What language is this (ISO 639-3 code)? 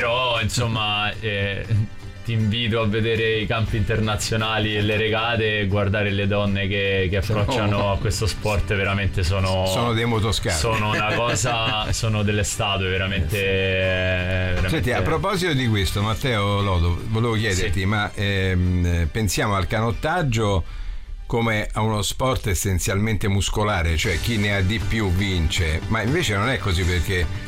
ita